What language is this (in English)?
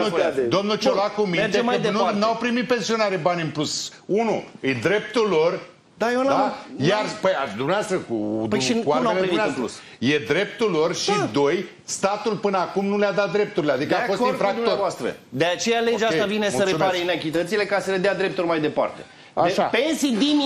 Romanian